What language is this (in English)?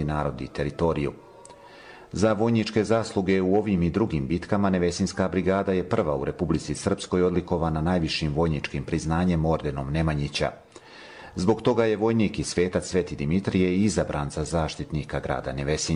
Bosnian